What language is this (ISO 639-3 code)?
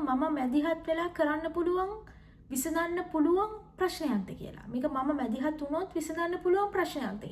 sin